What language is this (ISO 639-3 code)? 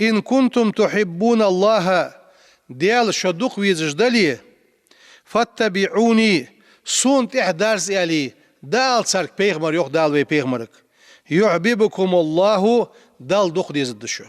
inh